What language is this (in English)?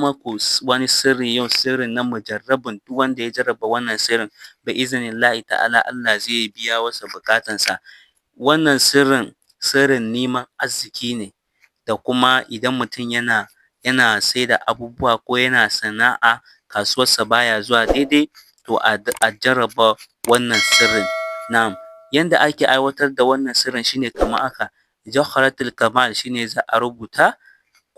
Hausa